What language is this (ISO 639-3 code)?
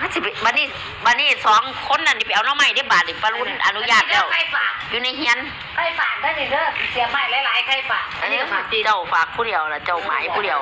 tts